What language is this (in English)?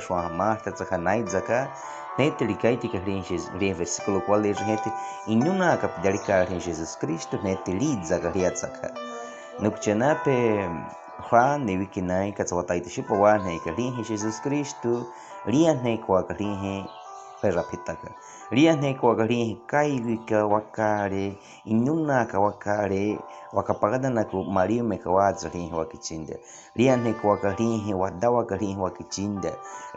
Baniwa